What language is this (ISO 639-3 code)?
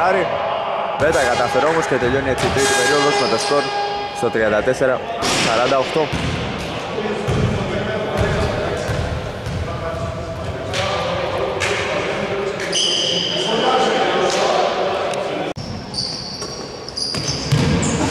ell